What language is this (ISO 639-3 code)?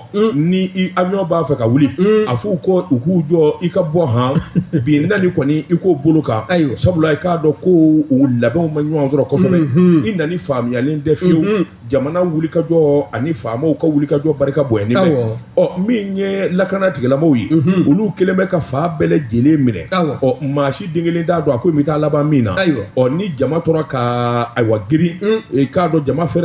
bam